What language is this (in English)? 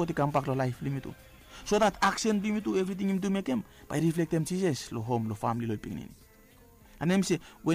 Bislama